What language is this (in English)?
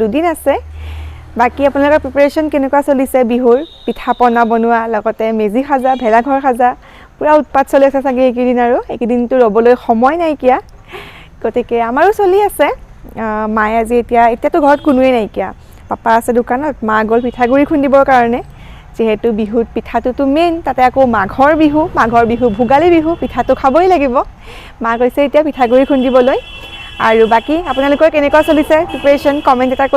Assamese